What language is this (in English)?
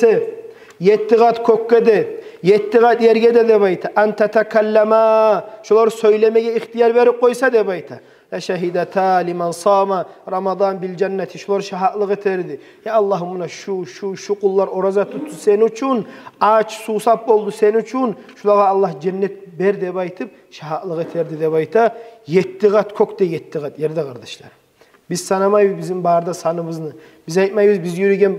Kumyk